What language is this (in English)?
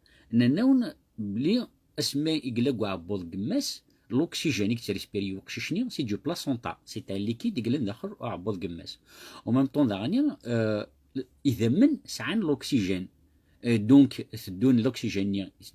Kabyle